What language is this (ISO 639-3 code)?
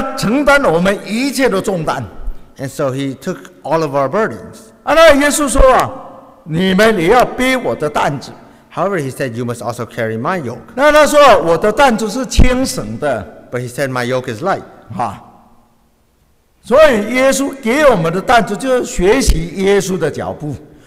zho